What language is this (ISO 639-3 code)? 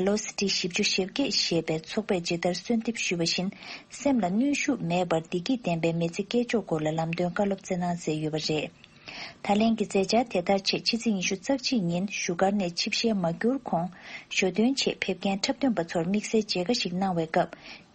bod